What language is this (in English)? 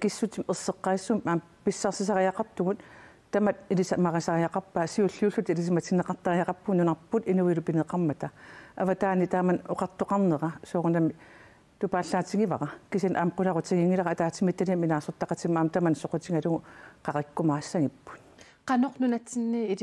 Kalaallisut